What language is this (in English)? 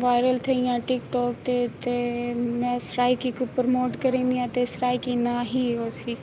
Saraiki